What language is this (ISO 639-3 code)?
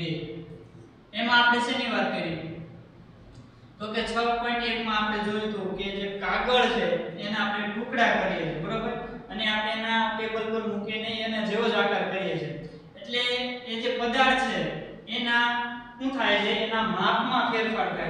guj